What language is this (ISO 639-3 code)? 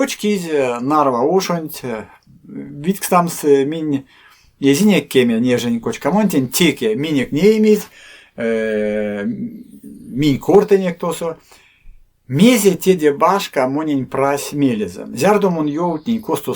myv